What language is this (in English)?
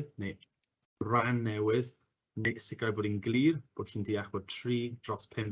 Welsh